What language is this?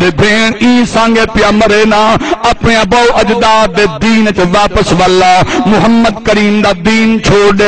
Saraiki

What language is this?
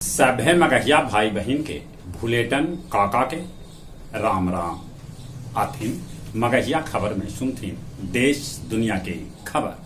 Magahi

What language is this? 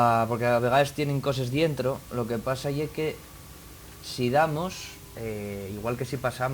Asturian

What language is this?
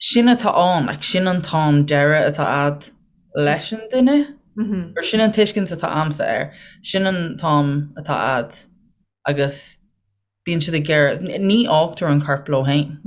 Irish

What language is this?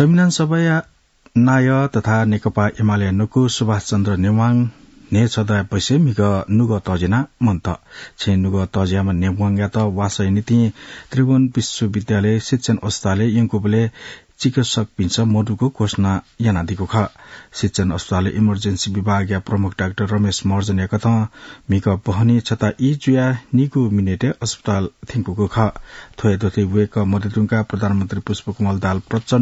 Newari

